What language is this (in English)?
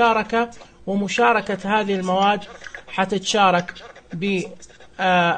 Najdi Arabic